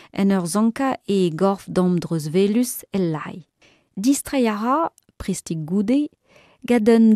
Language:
Breton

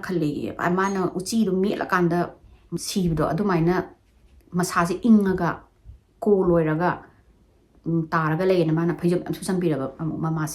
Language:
Manipuri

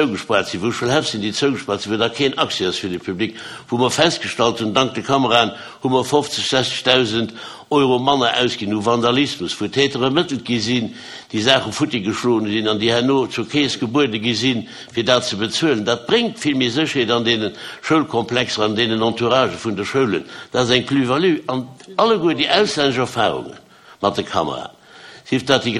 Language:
Luxembourgish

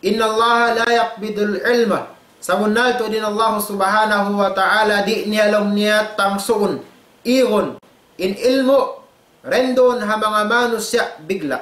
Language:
Tausug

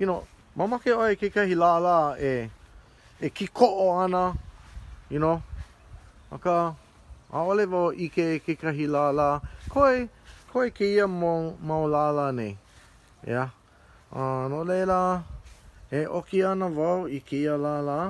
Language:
Hawaiian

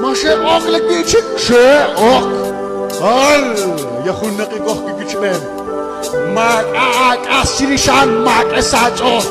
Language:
Kekchí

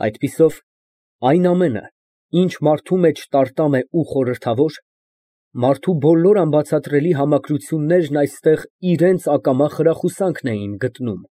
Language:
Armenian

